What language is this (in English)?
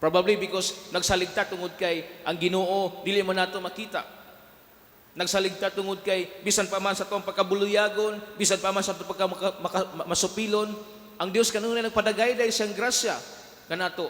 Cebuano